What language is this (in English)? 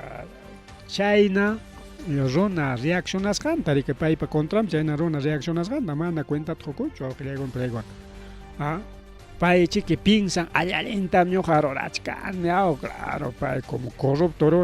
Ayacucho Quechua